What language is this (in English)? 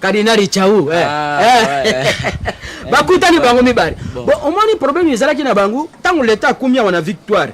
Lingala